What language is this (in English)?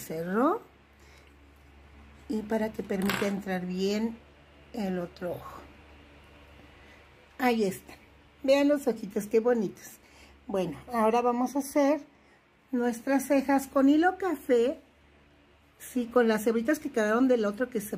Spanish